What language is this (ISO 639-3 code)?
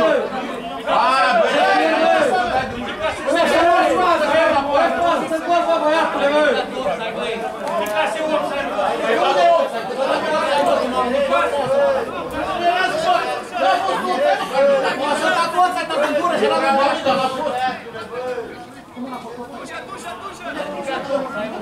ron